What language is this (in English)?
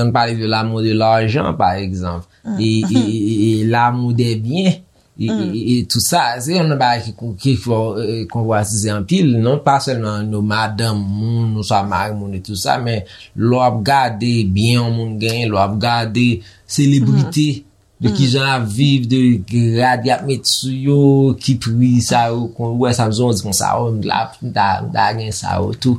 Haitian Creole